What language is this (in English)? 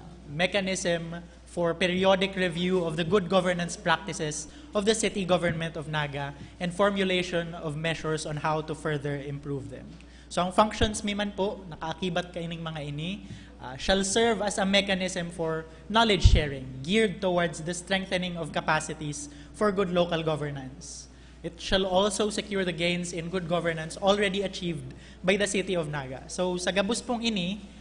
Bikol